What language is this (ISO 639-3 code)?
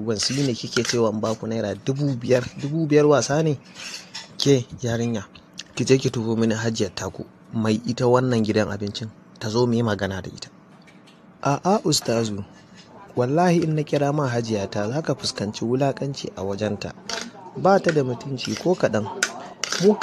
hau